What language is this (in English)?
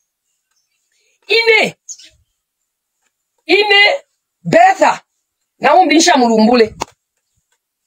Bemba